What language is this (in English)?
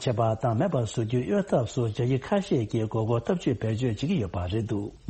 Tibetan